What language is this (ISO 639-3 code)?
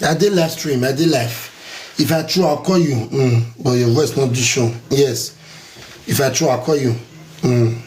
pcm